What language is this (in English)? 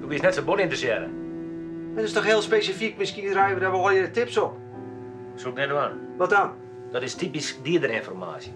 Western Frisian